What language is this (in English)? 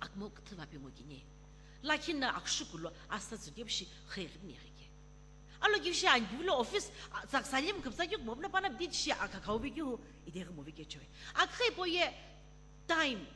Sumi Naga